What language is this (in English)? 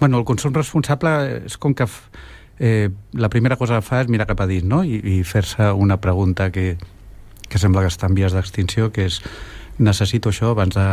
Catalan